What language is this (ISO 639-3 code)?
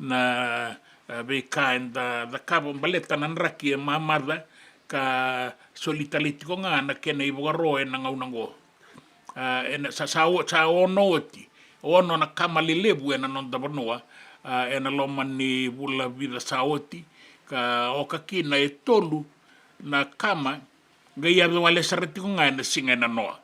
fij